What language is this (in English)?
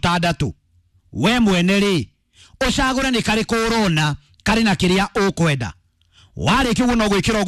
Kikuyu